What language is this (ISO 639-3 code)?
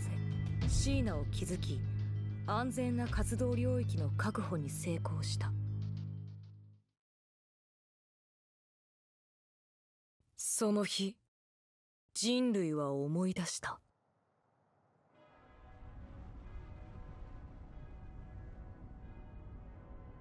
jpn